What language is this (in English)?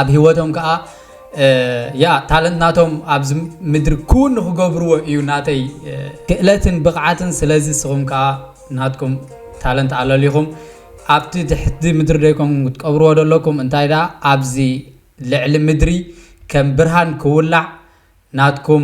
Tigrinya